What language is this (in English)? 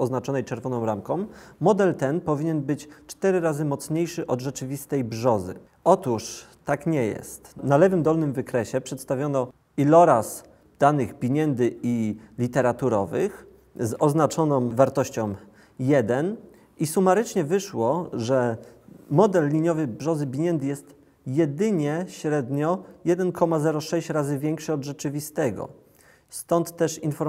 Polish